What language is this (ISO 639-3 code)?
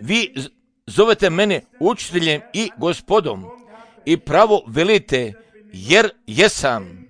srp